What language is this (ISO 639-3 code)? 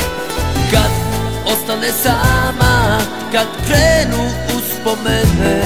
hrv